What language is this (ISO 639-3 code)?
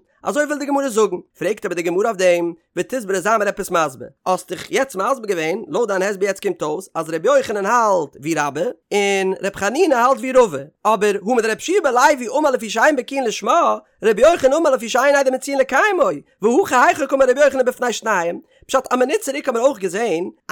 yid